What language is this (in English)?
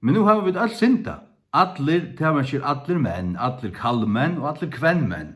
Faroese